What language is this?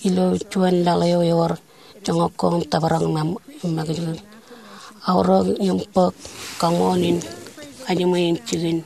Marshallese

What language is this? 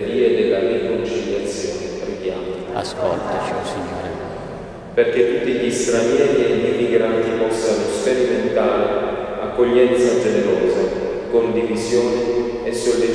Italian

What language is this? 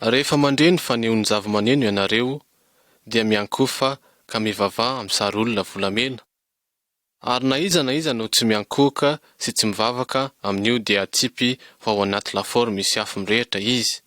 Malagasy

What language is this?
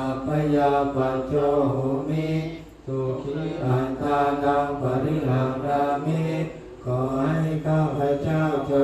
Pali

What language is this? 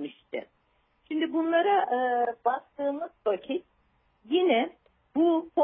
Turkish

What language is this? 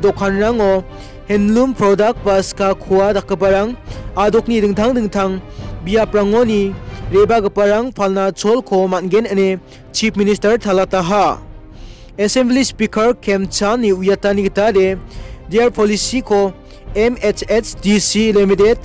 Garo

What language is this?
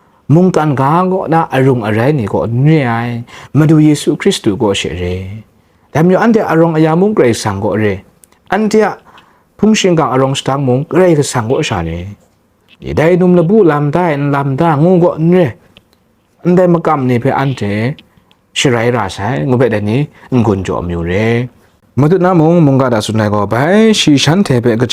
Kachin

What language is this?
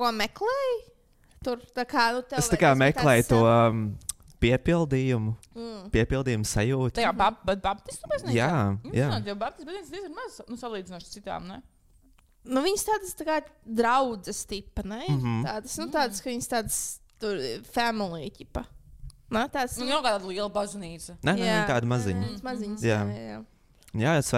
Latvian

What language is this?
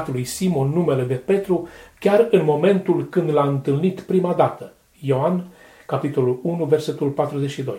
Romanian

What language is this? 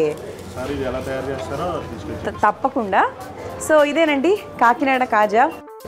Telugu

